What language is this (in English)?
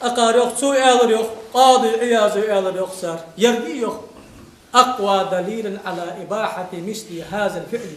Ingush